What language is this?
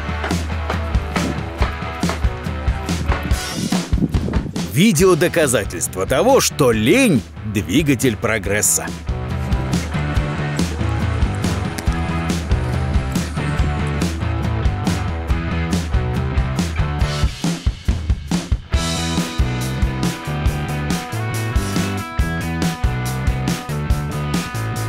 Russian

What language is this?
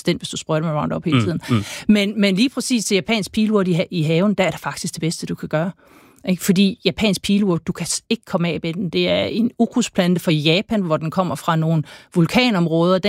Danish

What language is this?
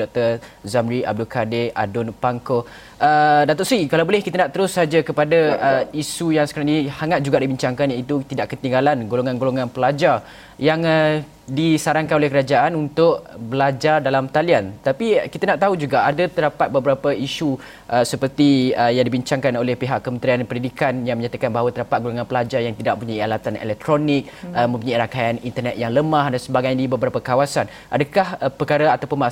Malay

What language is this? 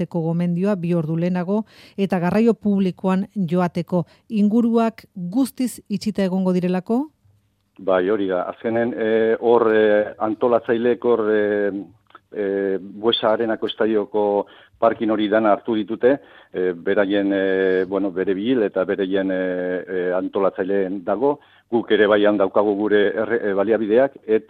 Basque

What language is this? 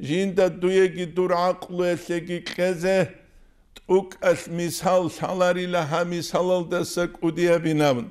Avaric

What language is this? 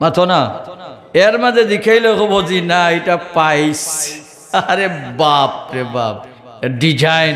Sylheti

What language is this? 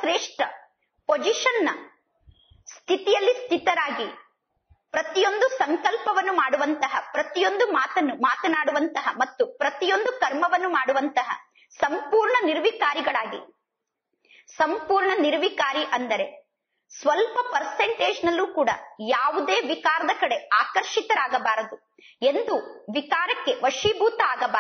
Kannada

